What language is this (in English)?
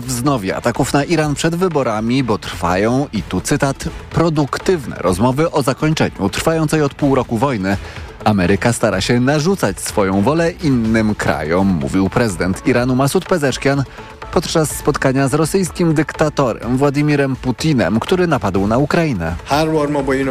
Polish